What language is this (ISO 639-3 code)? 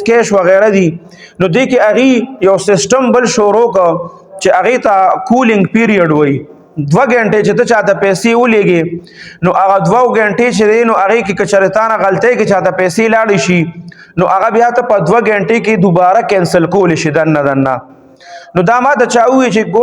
pus